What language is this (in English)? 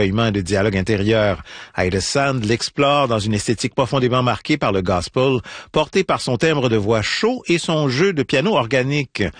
French